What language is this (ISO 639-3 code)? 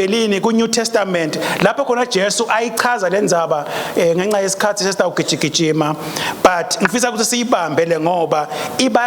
ssw